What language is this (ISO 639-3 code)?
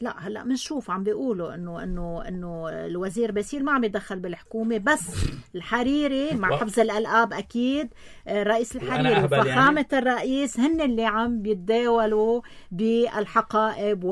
apc